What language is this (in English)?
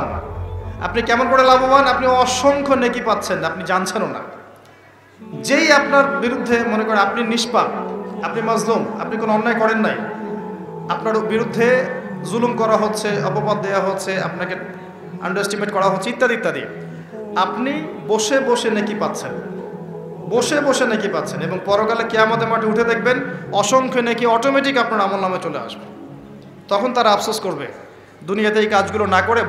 Bangla